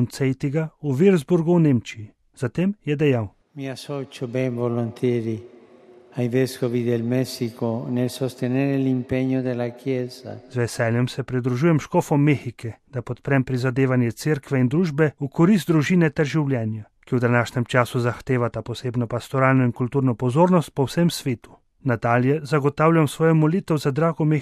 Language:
Slovenian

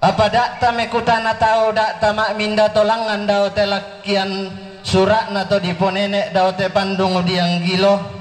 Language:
Toraja-Sa'dan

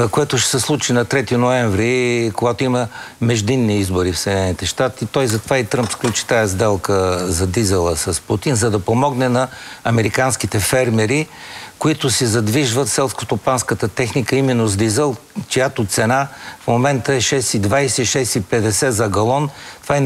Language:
Bulgarian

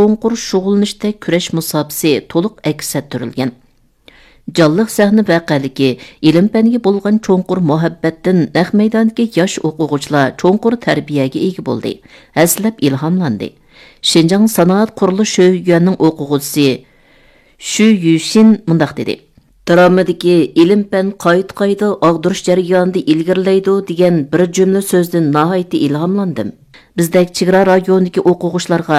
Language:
Uyghur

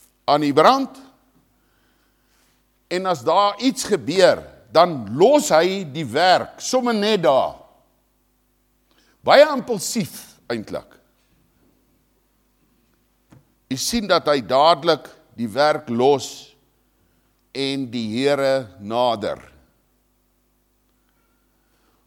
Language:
Afrikaans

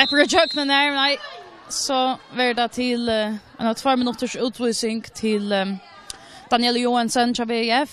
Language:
Faroese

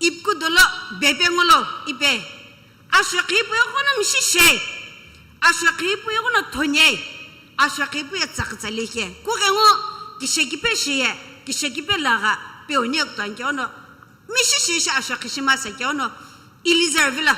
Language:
Sumi Naga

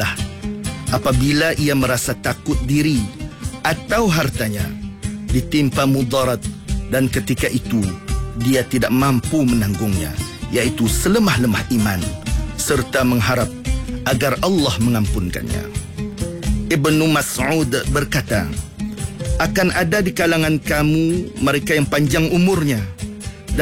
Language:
Malay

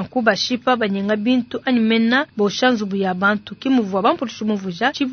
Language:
Luba-Lulua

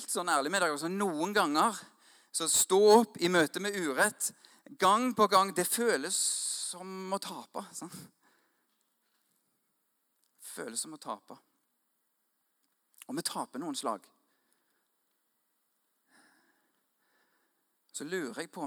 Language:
Norwegian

